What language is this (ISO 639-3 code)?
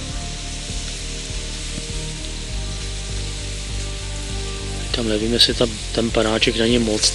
ces